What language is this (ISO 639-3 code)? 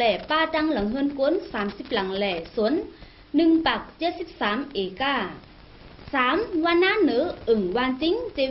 shn